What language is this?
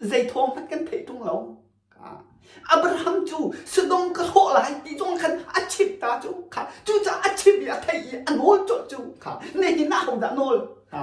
Hakha Chin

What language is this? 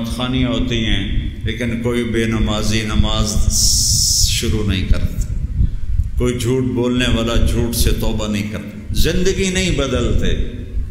Urdu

